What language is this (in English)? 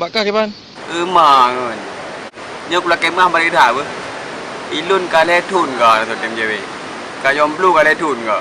Achinese